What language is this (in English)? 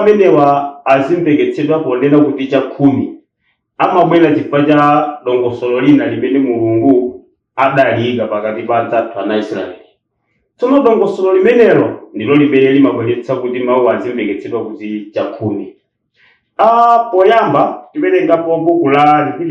Nyanja